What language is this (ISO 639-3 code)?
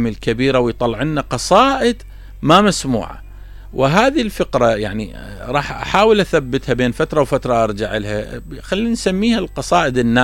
acm